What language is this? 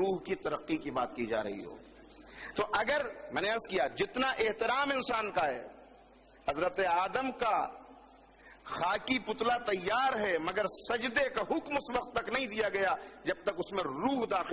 Urdu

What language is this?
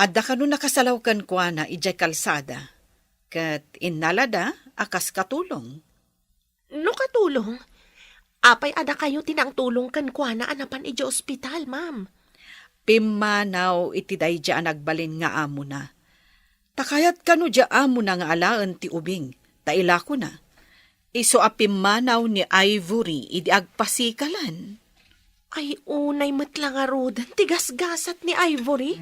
Iloko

